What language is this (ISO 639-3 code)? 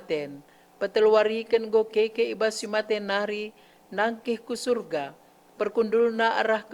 btx